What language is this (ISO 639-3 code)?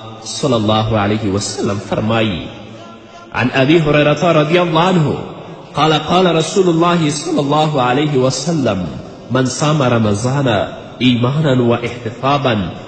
pus